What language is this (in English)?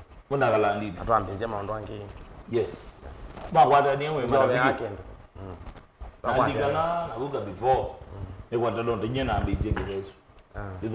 Kamba